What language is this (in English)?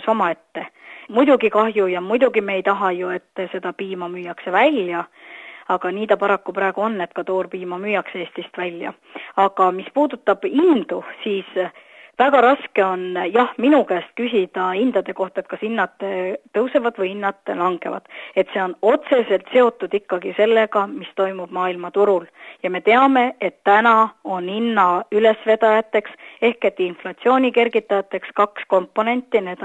Estonian